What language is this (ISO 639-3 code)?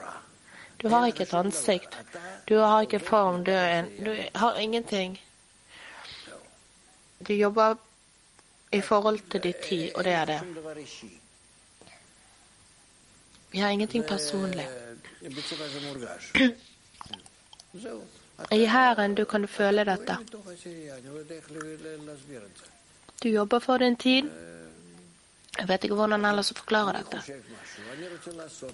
nor